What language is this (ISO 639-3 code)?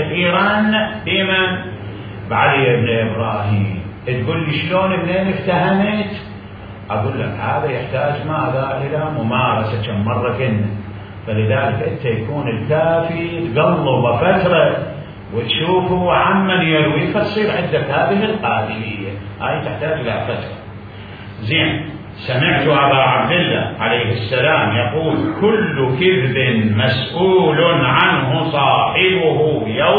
acm